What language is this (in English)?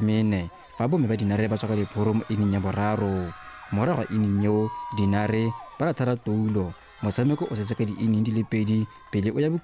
Tswana